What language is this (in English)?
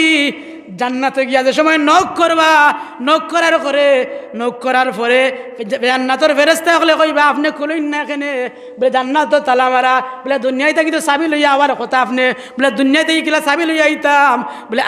Sylheti